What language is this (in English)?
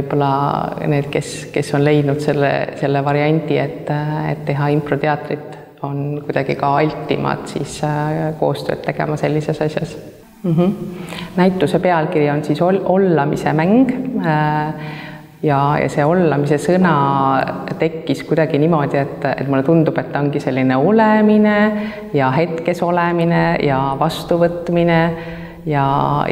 Estonian